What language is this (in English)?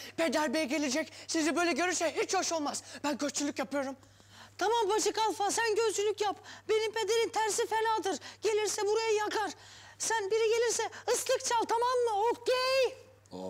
Turkish